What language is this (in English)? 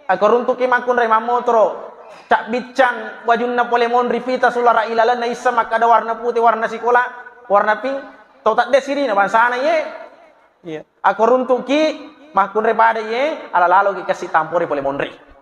Buginese